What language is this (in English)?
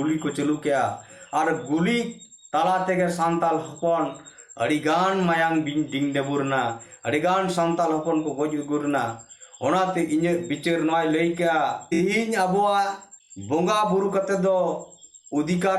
Santali